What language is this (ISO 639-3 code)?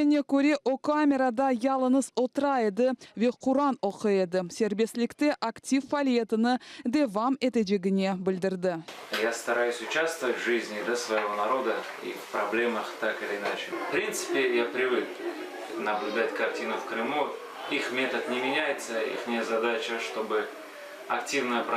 crh